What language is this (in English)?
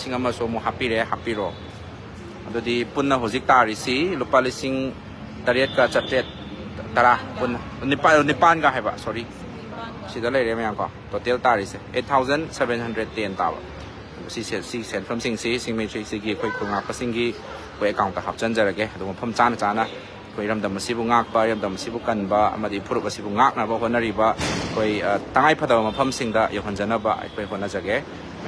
Manipuri